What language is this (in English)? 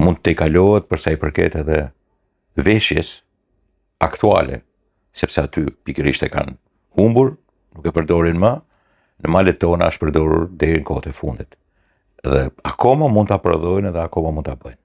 Albanian